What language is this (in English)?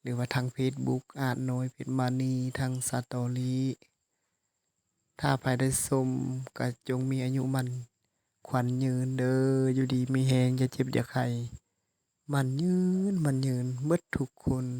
Lao